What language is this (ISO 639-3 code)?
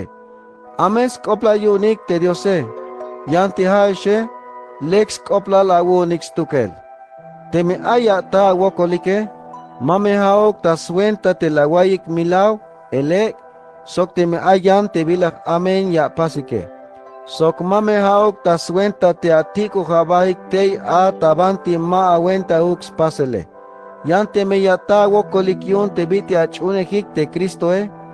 tzh